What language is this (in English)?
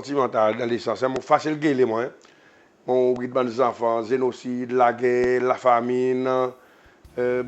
Seselwa Creole French